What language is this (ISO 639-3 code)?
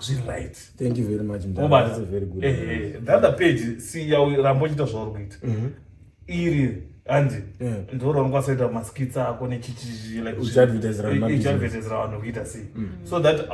sna